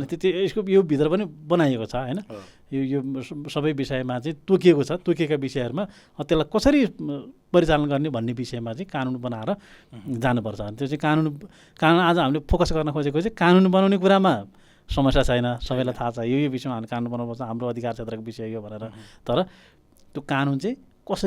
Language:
Nepali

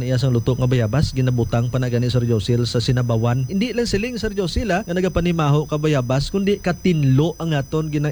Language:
Hiligaynon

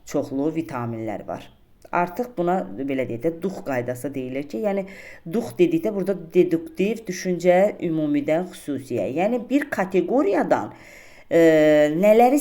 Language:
Azerbaijani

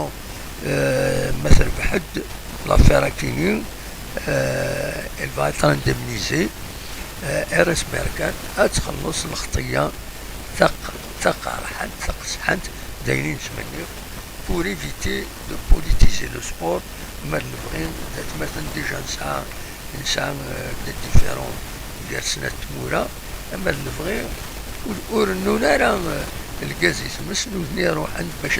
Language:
Kabyle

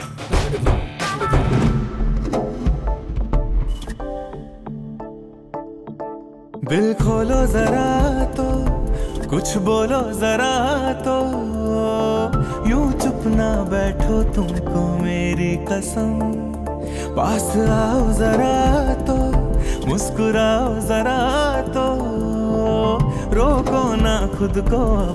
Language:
Hindi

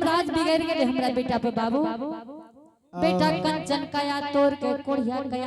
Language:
Angika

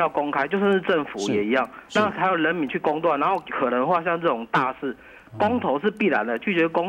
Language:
Chinese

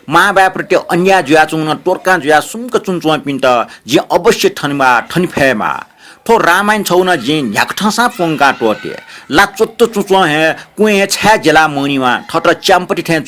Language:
Newari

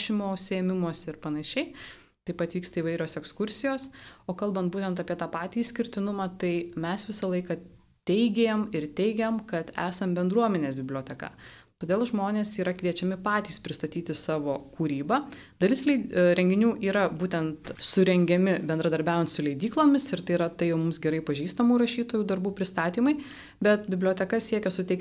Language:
Lithuanian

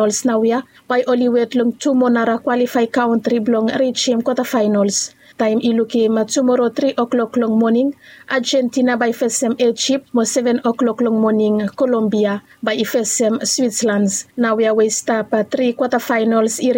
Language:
Bislama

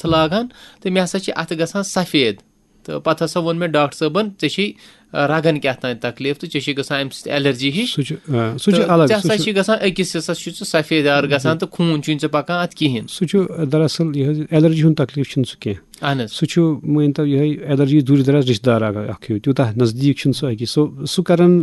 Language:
Kashmiri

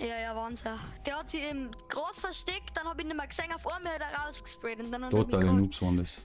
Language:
Bavarian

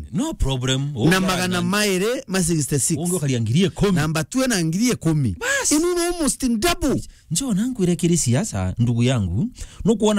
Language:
Meru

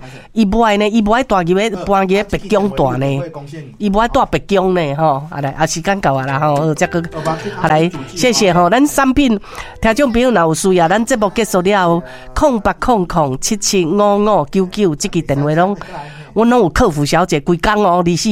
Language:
Min Nan Chinese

